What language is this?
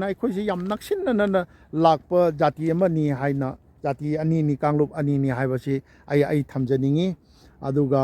Manipuri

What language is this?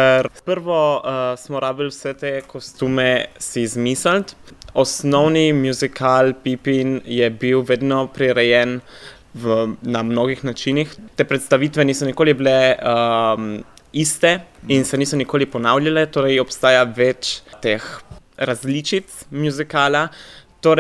Slovenian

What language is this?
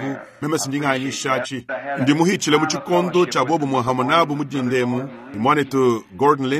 Luba-Lulua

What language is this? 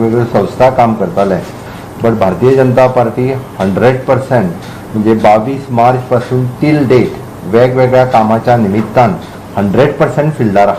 Konkani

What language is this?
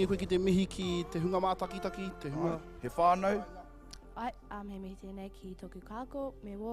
Māori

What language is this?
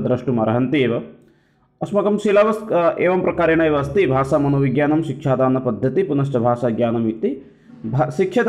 Sanskrit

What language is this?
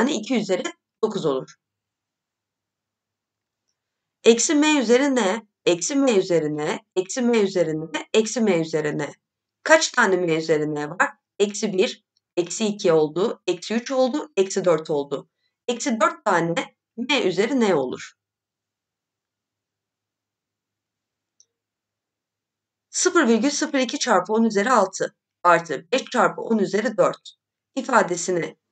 Turkish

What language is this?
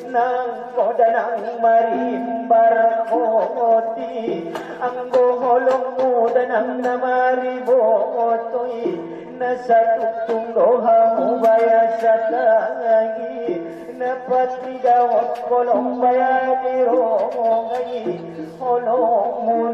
Batak Angkola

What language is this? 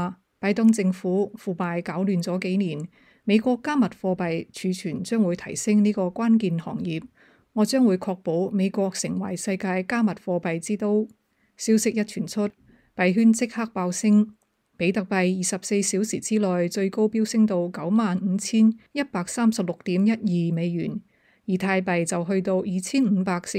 Cantonese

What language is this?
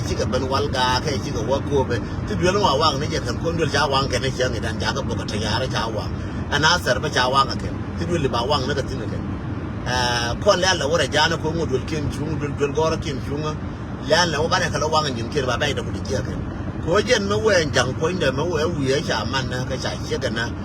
Nuer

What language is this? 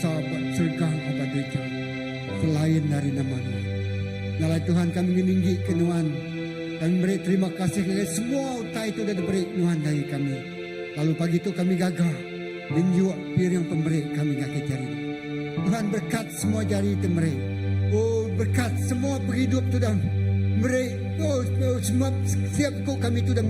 Iban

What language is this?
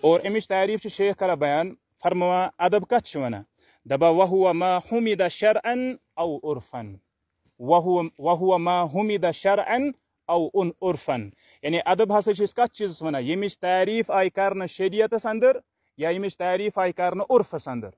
Kashmiri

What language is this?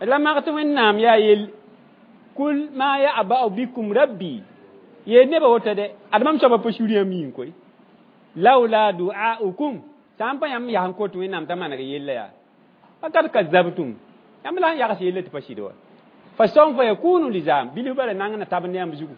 Mossi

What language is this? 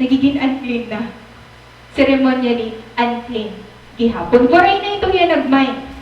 Waray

